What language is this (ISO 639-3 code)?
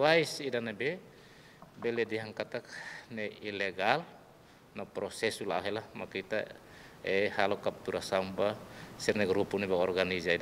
tet